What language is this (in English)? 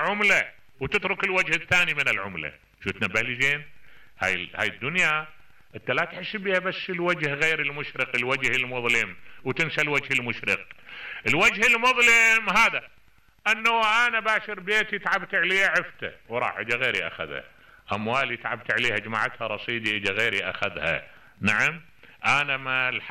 Mesopotamian Arabic